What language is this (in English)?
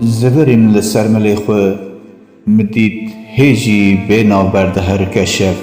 Kurdish